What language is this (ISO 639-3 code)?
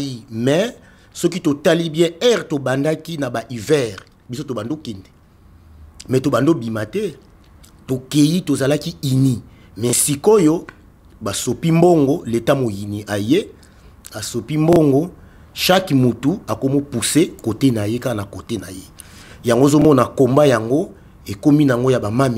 lin